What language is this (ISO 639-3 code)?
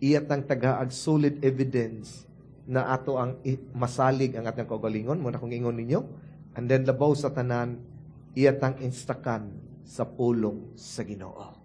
ceb